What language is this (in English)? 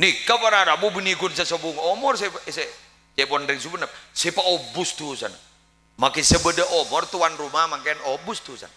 Madurese